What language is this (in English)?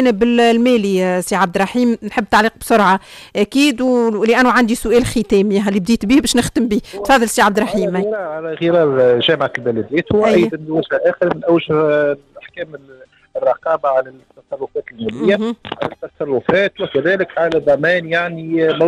Tunisian Arabic